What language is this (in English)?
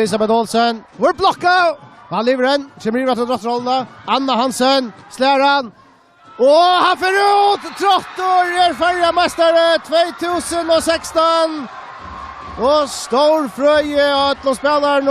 Faroese